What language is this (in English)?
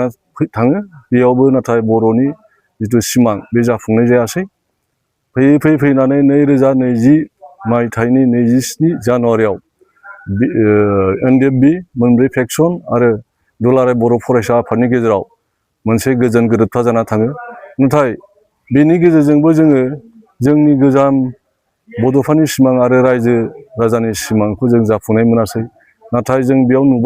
Bodo